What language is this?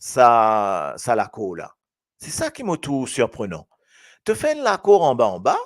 Morisyen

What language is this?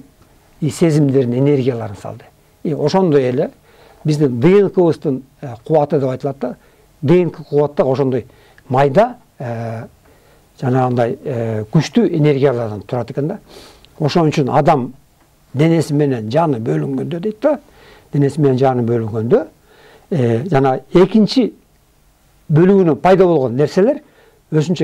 Kyrgyz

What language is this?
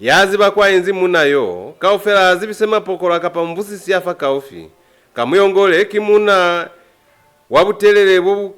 Lozi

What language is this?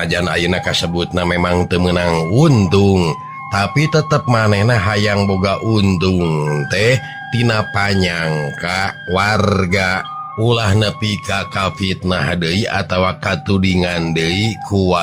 Sundanese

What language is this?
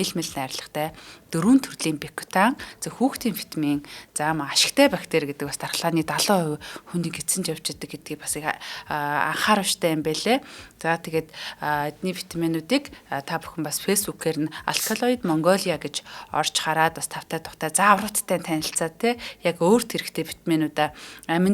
Mongolian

